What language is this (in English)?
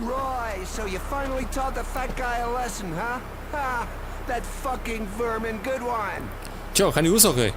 Bavarian